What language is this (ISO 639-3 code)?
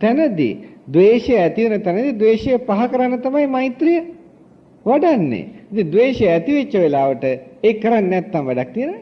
sin